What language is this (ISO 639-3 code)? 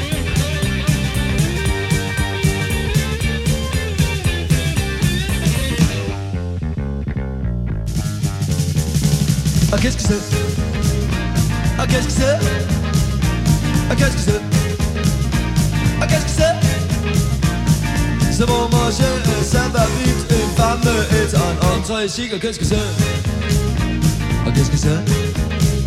dan